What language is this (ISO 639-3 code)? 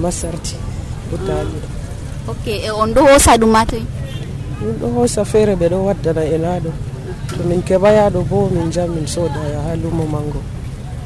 fuv